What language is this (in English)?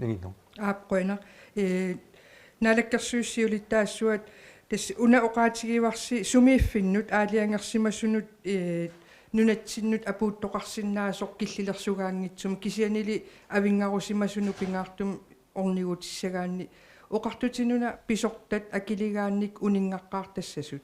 Kalaallisut